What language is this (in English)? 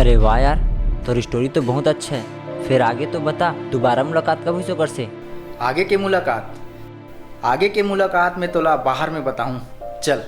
Chhattisgarhi